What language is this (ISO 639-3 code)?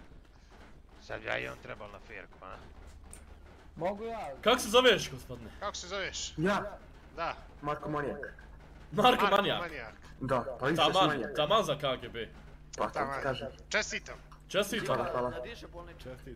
bos